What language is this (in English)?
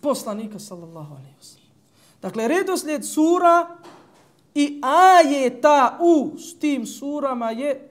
Bosnian